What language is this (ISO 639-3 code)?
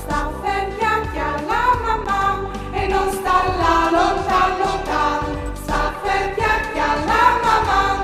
fur